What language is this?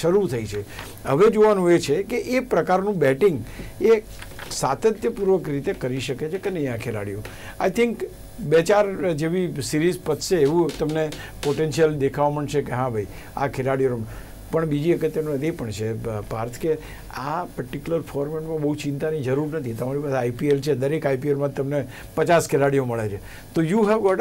Gujarati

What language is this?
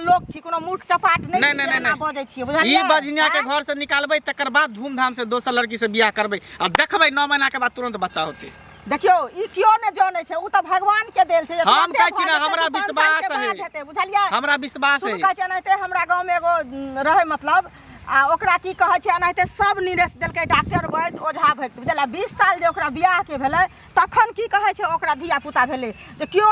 Maithili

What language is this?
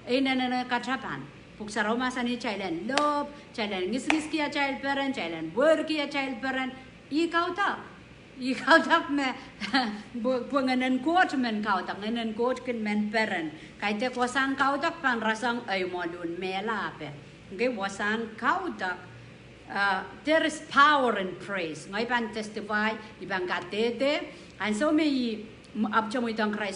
Pohnpeian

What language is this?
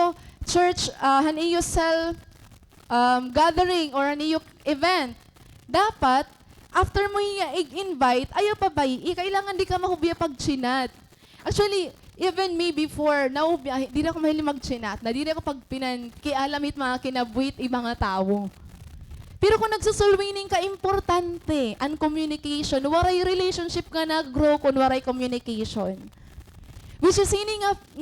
Waray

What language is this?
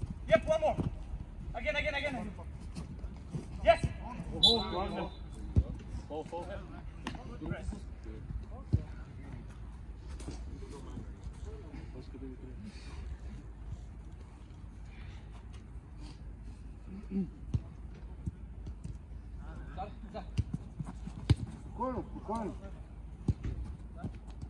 Bulgarian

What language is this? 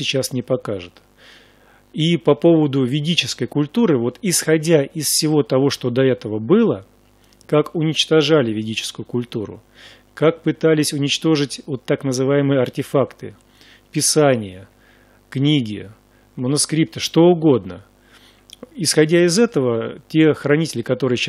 Russian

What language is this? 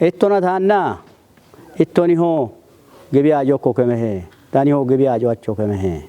Kafa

